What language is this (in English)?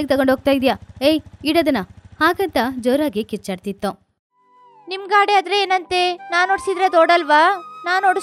Kannada